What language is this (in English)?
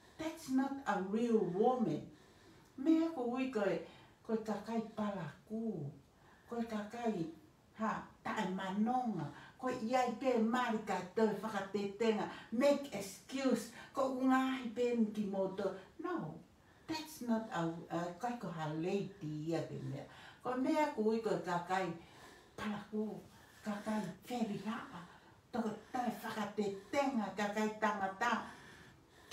Tongan